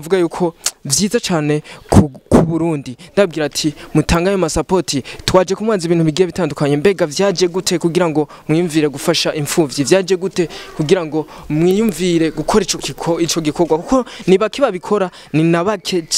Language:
Rundi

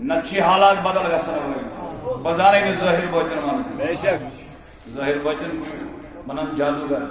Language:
Kashmiri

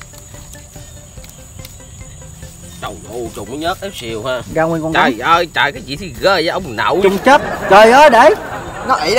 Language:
Vietnamese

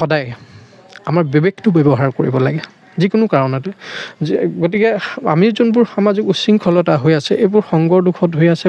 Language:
Assamese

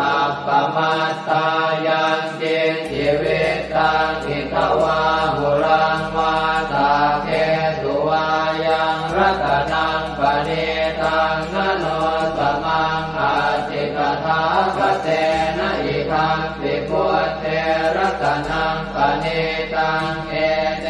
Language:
Pali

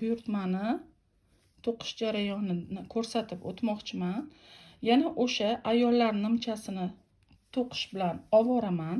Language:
Uzbek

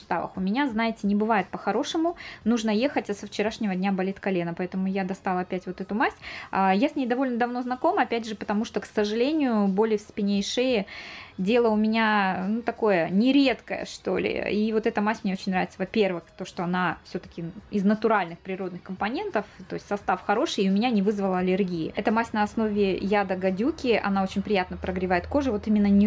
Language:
Russian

